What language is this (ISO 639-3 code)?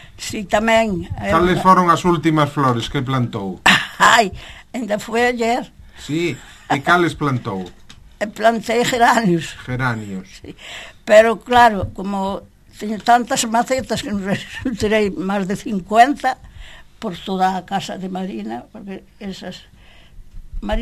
glg